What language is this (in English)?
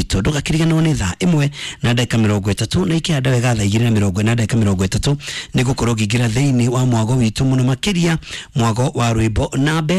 Kikuyu